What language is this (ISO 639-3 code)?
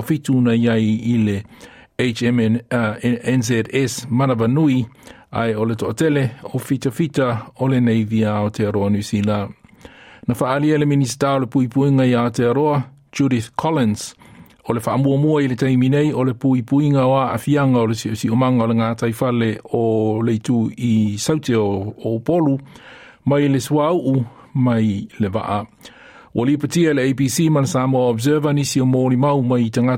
smo